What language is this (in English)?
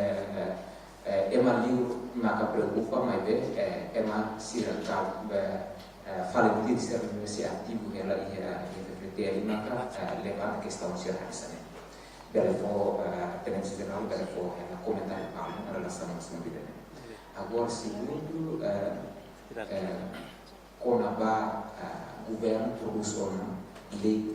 Tetum